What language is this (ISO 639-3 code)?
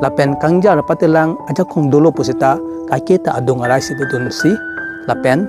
mjw